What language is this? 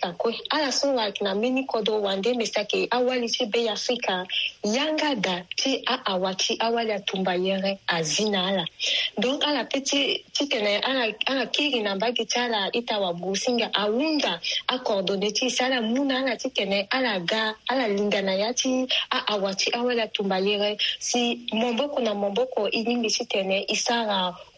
Sango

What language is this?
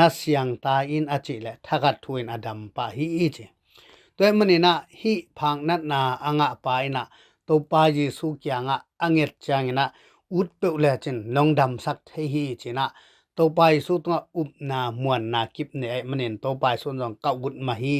Tedim Chin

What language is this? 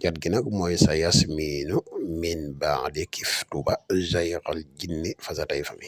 Wolof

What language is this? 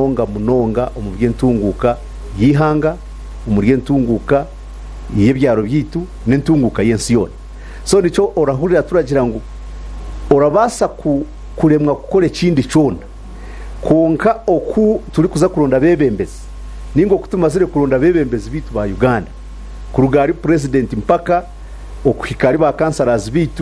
Nyankole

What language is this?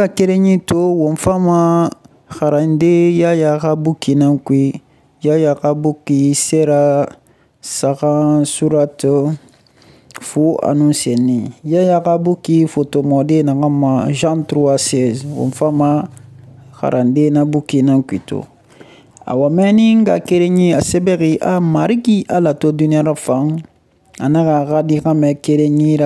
Susu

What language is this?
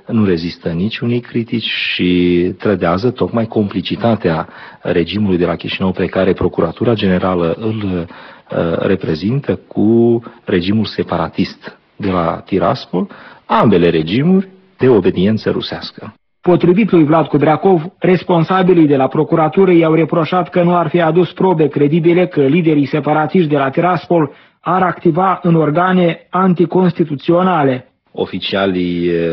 Romanian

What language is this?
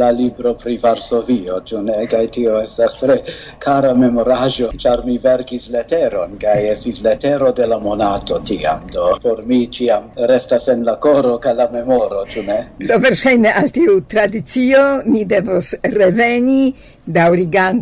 Esperanto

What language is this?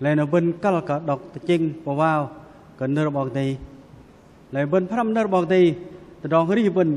Bahnar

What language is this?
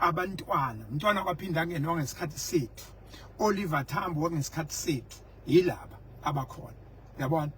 Zulu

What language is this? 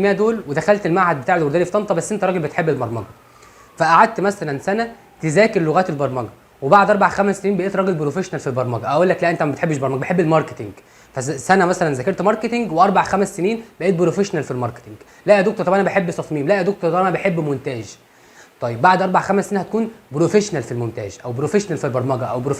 Egyptian Arabic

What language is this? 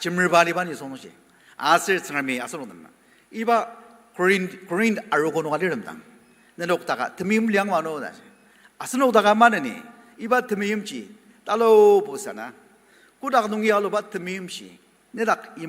Ao Naga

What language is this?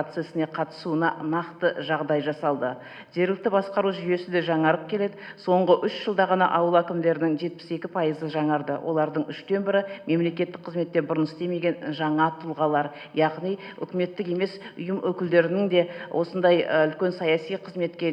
Kazakh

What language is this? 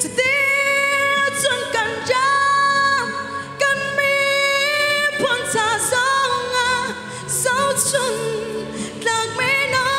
Hakha Chin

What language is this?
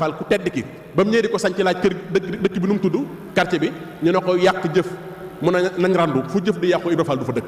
Wolof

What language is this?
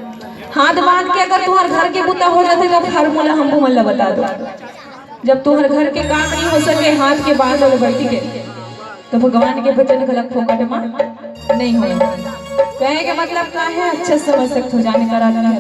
Chhattisgarhi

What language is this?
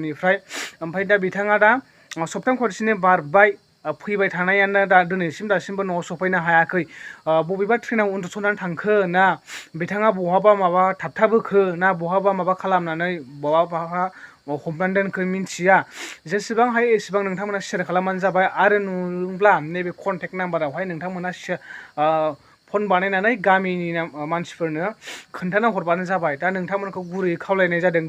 Bodo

